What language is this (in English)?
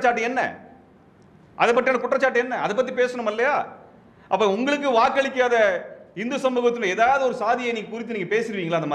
Tamil